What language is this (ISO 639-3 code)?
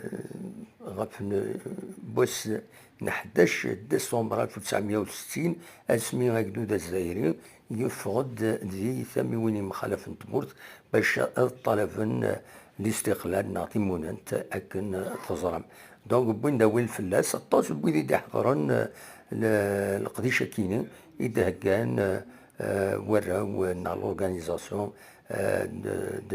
kab